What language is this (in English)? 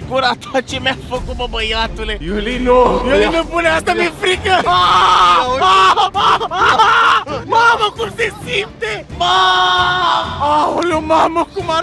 Romanian